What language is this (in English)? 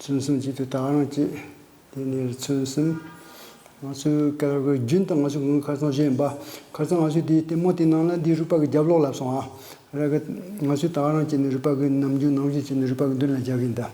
Tibetan